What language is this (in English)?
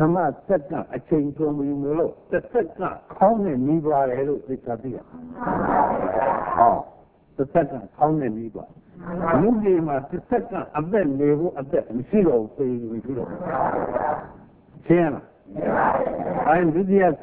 Burmese